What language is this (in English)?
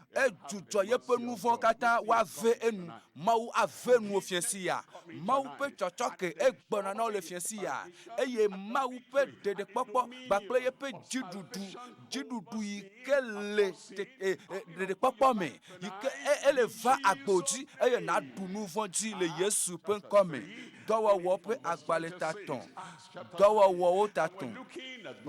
Ewe